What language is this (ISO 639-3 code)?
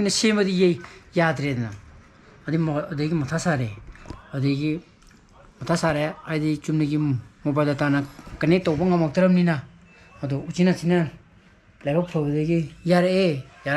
mni